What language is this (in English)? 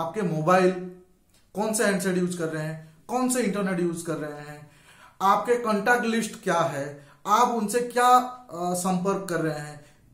Hindi